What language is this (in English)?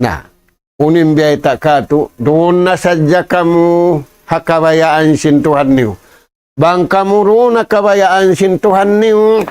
Tausug